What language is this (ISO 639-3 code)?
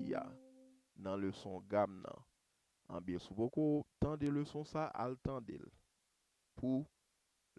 hat